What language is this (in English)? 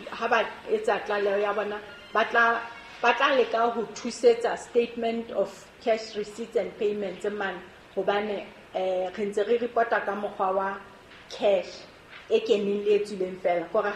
Southern Sotho